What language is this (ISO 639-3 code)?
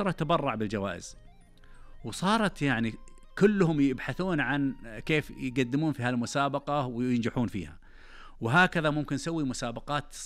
ars